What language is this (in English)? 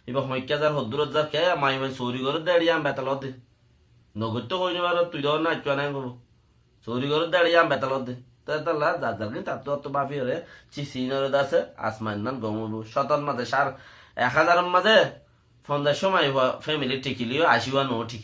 Rohingya